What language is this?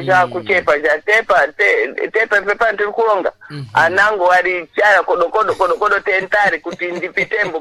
Sena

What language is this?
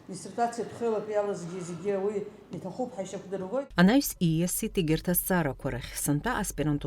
Abkhazian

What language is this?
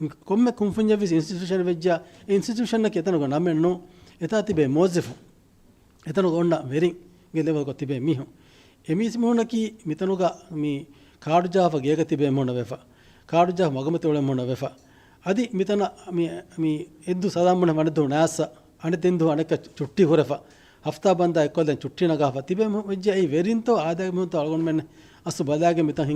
Divehi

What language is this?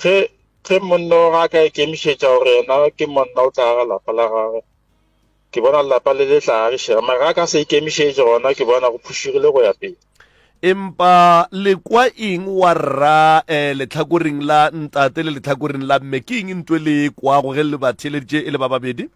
Northern Sotho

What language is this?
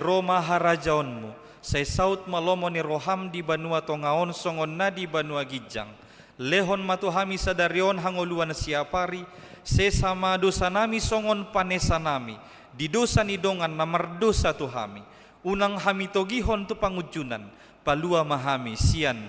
Batak Toba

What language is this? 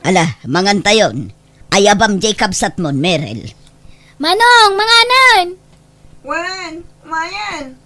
Iloko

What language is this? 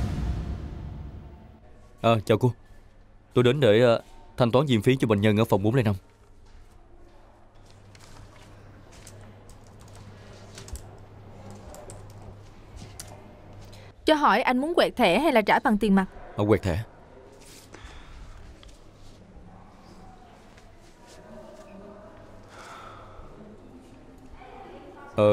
Vietnamese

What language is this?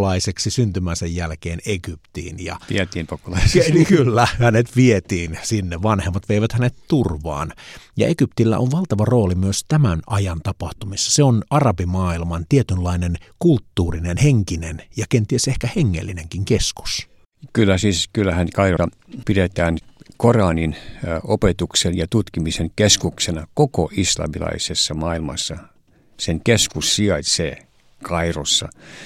Finnish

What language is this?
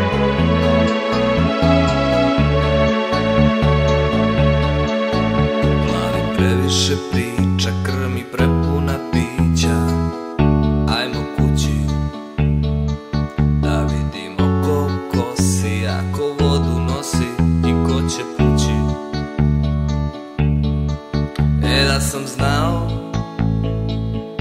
Serbian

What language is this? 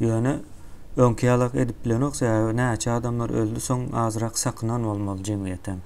Turkmen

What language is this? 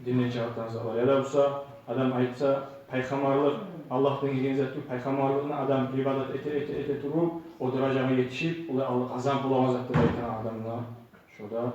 Kumyk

